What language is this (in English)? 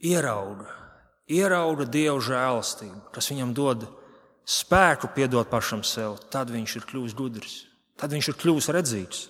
Latvian